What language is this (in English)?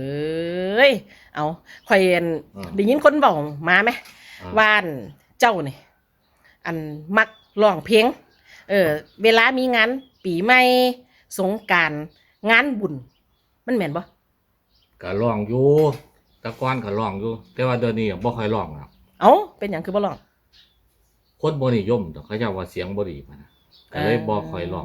Northeastern Thai